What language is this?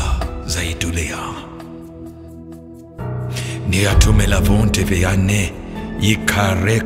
Swahili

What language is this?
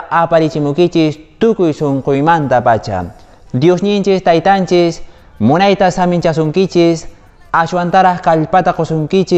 Quechua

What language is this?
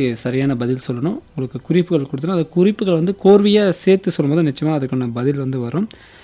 Tamil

